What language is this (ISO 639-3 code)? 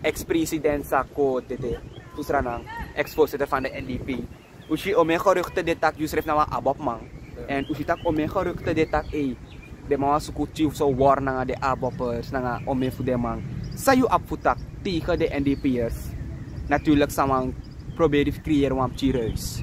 srn